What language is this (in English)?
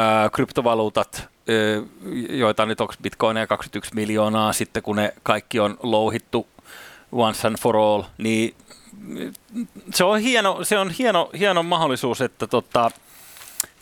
Finnish